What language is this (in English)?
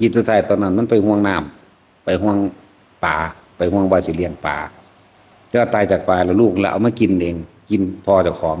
Northeastern Thai